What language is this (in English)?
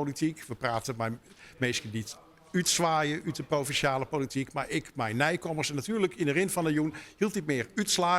Western Frisian